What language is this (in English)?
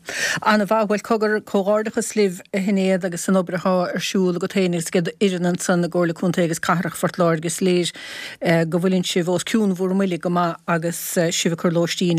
Irish